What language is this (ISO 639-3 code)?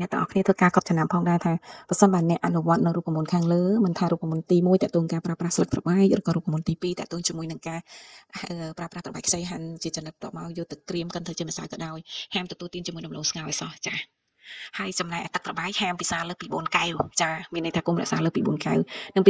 khm